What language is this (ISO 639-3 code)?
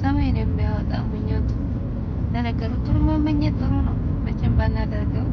amh